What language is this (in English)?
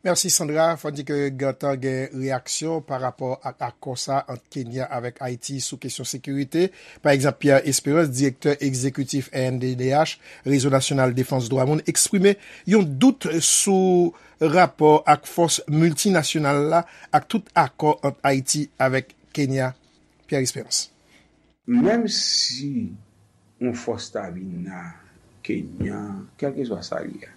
Haitian Creole